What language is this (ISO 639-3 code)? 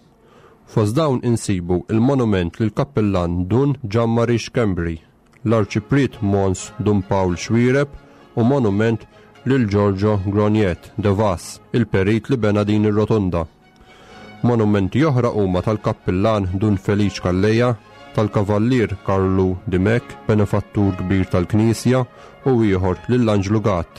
mlt